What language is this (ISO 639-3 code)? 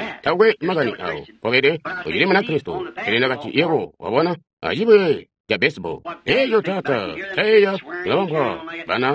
toi